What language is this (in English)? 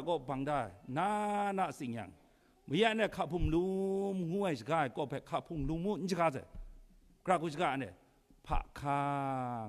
Kachin